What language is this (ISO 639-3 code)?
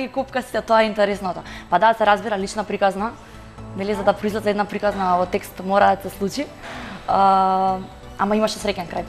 mkd